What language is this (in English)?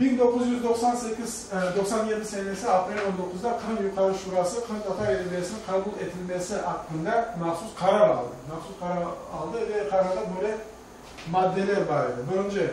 Crimean Tatar